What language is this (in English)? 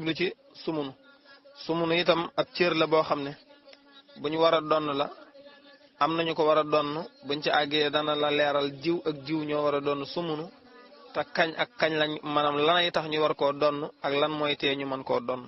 Wolof